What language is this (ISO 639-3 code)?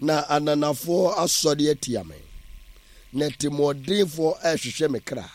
aka